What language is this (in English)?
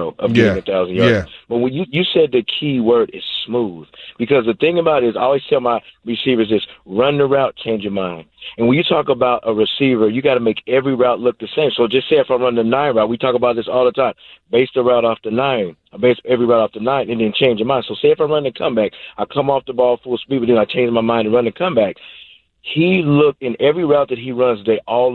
English